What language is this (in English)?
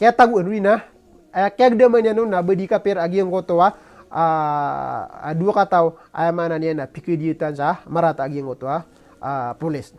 Maranao